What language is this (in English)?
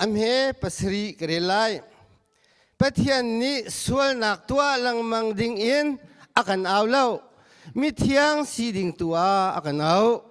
Hakha Chin